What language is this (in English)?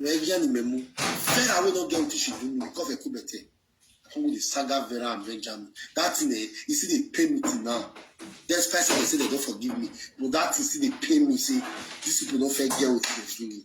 Nigerian Pidgin